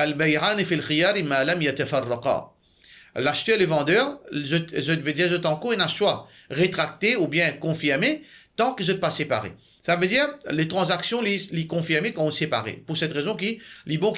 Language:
Morisyen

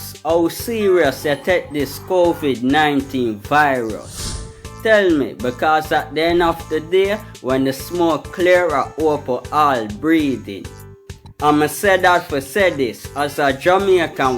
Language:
Jamaican Creole English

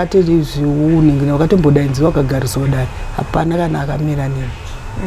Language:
Shona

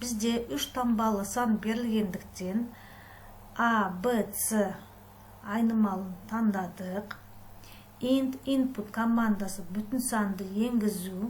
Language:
Kazakh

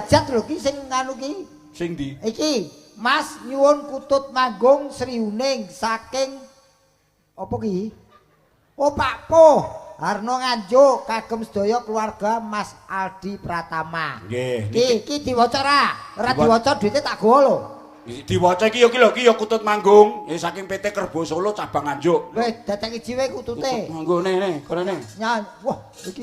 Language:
Javanese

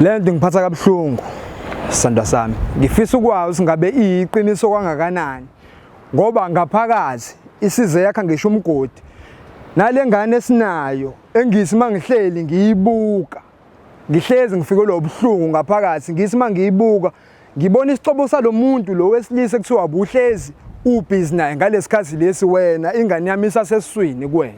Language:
Zulu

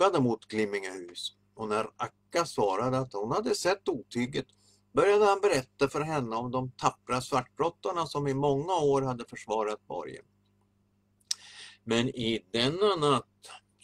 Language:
Swedish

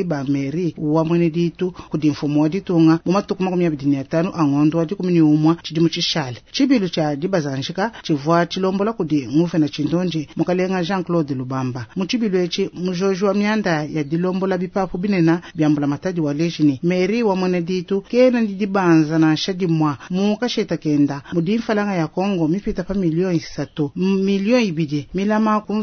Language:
Luba-Lulua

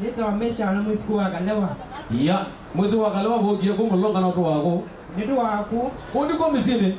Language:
Kamba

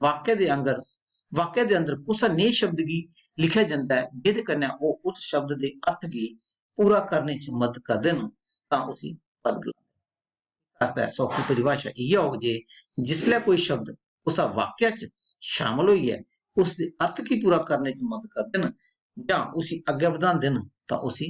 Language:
Dogri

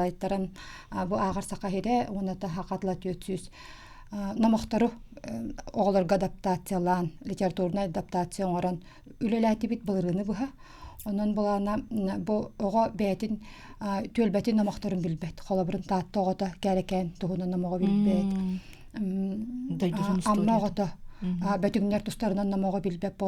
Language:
Yakut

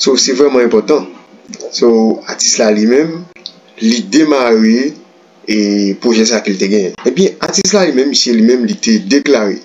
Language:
Haitian Creole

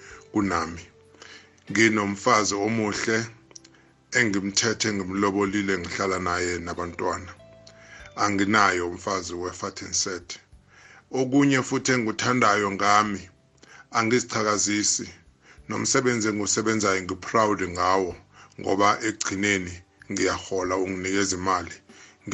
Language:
South Ndebele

